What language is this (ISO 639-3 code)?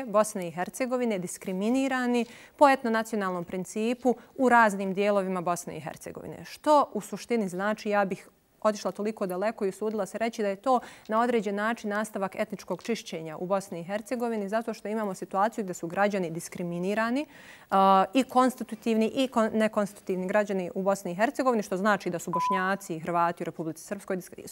bos